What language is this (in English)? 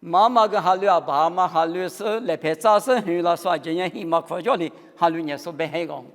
Lisu